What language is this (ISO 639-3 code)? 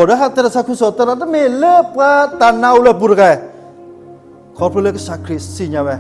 ksw